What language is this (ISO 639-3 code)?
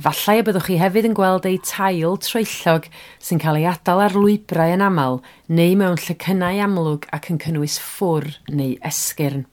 cym